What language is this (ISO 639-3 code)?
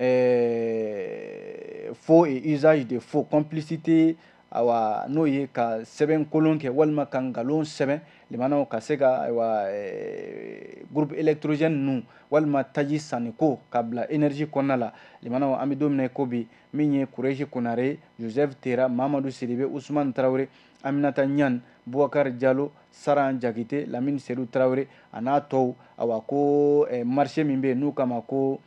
bam